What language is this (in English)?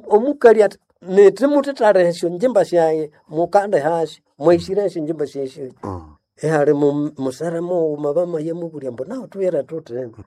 Nande